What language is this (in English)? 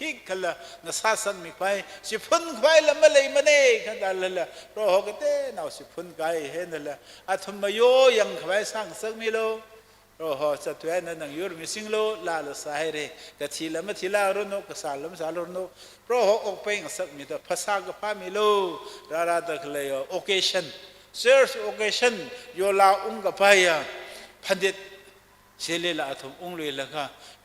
Tangkhul Naga (India)